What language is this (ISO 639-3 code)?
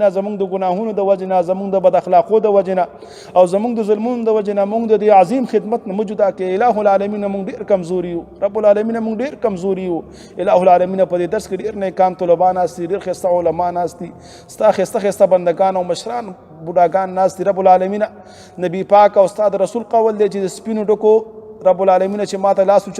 pus